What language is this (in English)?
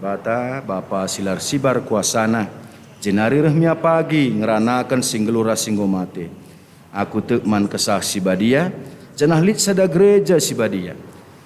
Batak Karo